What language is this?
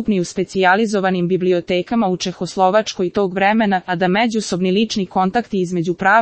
Serbian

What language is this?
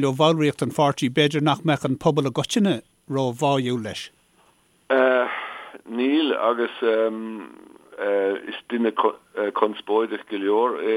Irish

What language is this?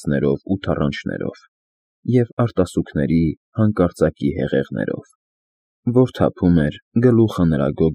Armenian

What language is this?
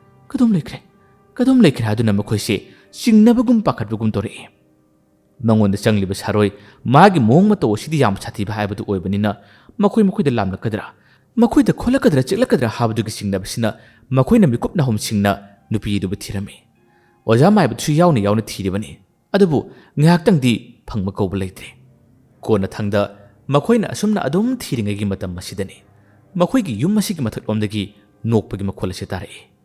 Manipuri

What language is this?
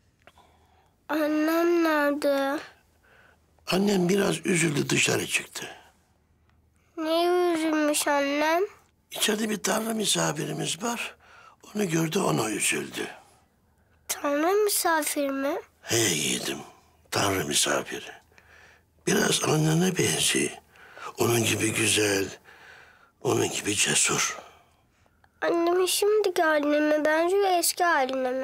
Turkish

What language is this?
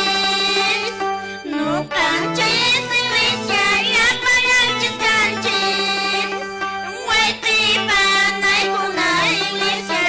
Quechua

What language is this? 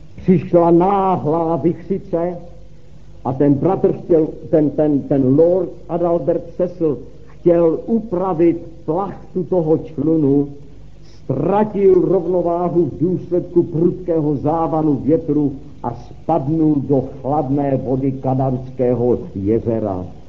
Czech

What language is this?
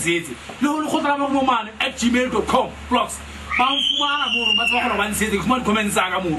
Southern Sotho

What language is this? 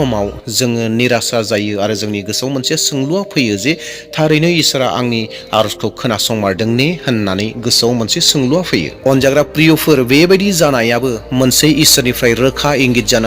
Bodo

